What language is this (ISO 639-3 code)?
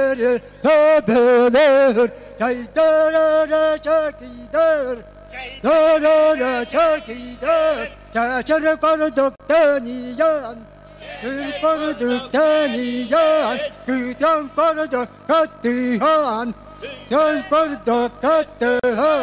sah